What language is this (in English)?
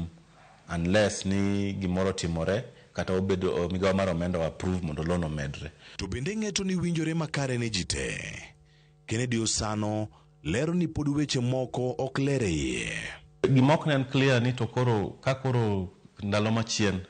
Luo (Kenya and Tanzania)